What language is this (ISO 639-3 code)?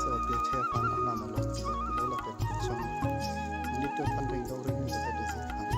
mjw